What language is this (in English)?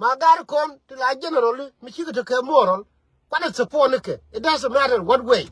Nuer